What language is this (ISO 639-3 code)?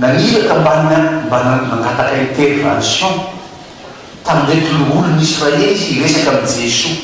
mlg